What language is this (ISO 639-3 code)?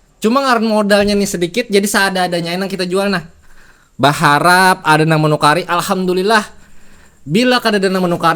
bjn